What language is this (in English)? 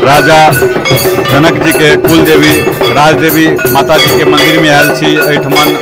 Maithili